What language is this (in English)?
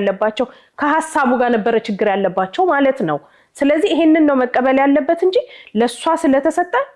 Amharic